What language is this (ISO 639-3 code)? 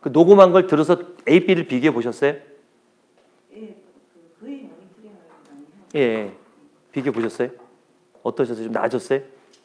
kor